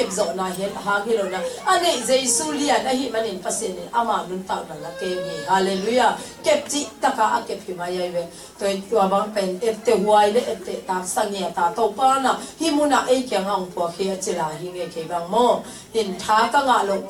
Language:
Tedim Chin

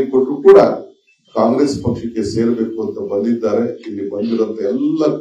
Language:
Kannada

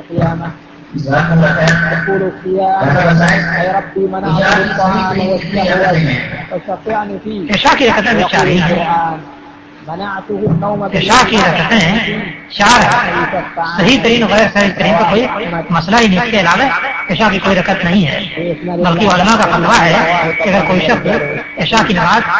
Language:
Urdu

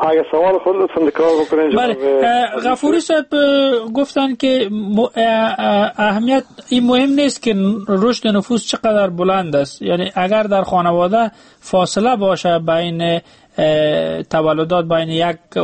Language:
Persian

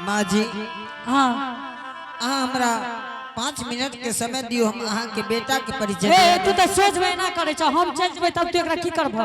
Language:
Angika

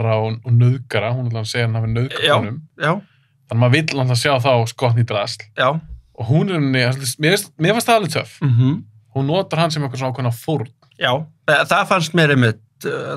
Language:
Icelandic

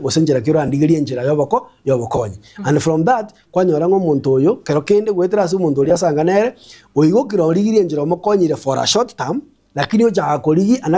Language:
Gusii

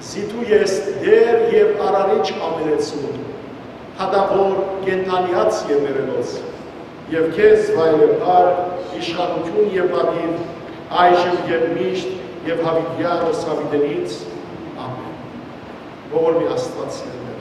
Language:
Western Armenian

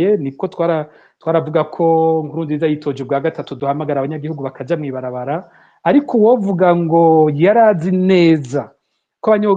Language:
Rundi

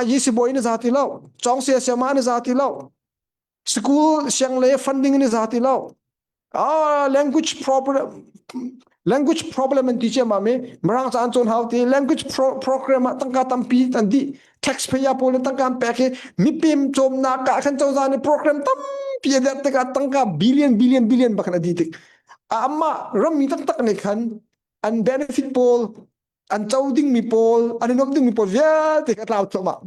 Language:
Hakha Chin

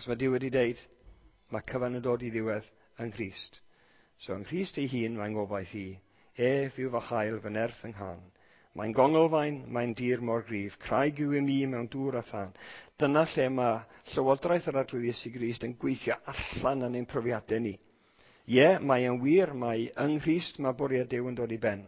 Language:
Welsh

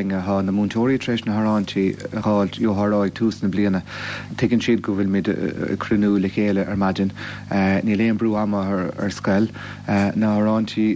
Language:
Irish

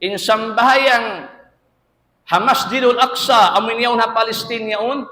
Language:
Tausug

